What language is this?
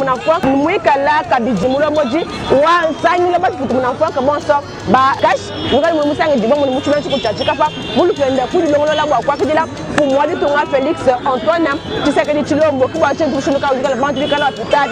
Luba-Lulua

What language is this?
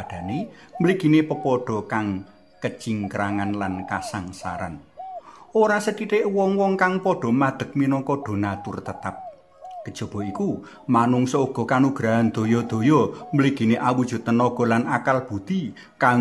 Javanese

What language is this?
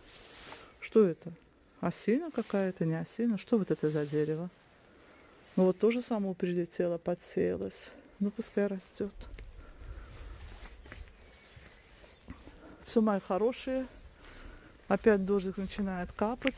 Russian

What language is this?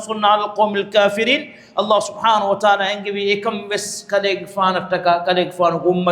Divehi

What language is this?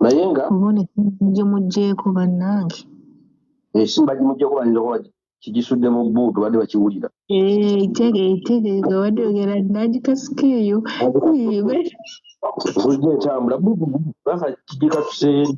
Ganda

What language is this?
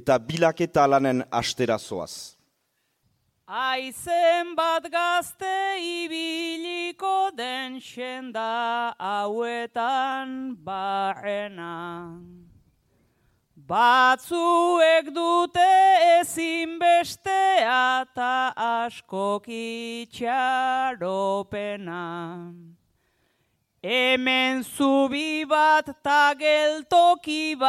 Basque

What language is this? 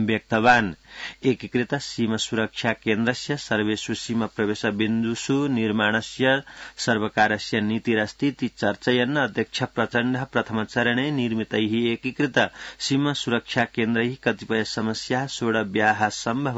Sanskrit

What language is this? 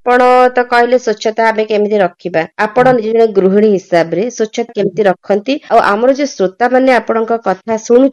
Odia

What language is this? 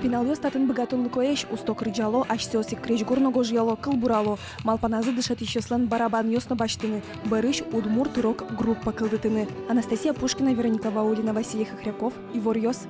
Udmurt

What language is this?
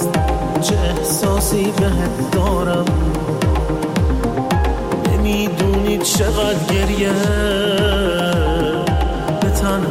Persian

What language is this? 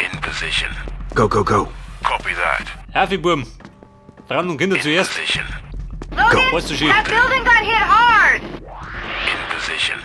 Bavarian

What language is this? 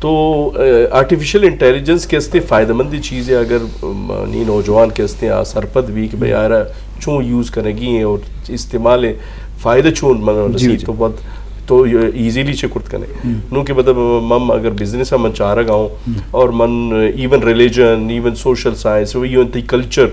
Eastern Balochi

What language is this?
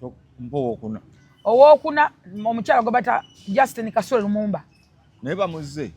Ganda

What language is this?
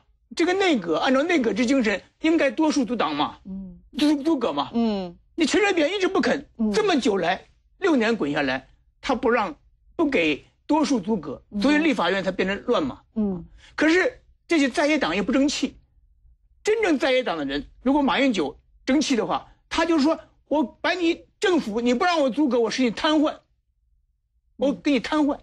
Chinese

